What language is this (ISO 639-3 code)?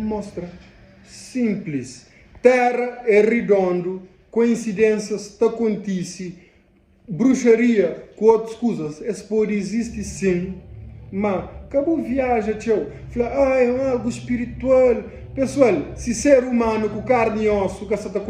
kea